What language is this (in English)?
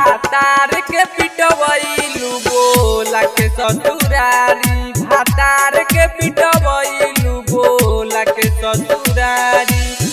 Bhojpuri